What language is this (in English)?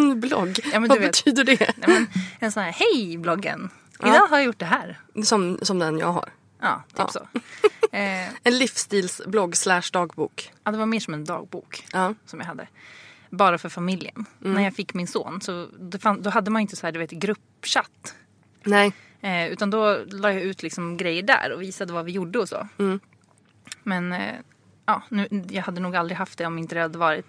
Swedish